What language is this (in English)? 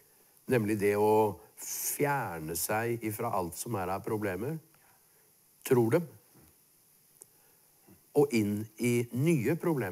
Norwegian